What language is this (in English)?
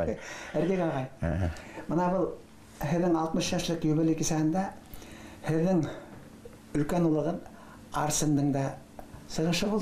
Bashkir